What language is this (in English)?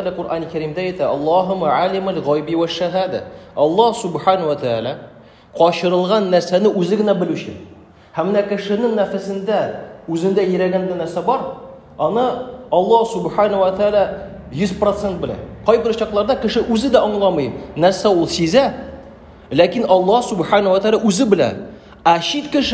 Tatar